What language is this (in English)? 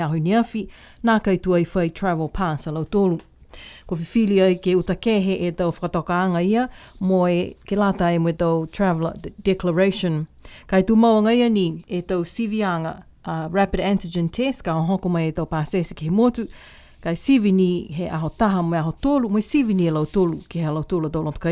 Niuean